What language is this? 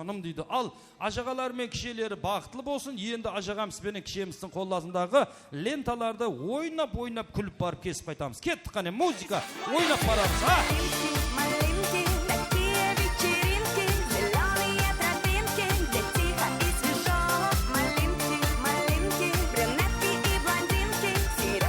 Kara-Kalpak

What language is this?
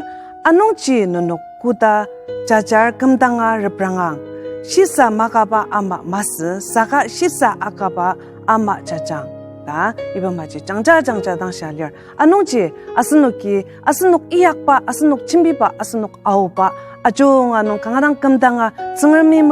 Ao Naga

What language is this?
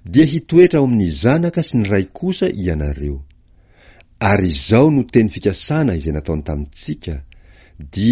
Malagasy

